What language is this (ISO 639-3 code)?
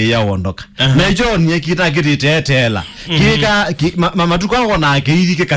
kam